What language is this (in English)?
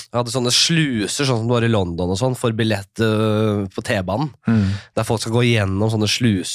Norwegian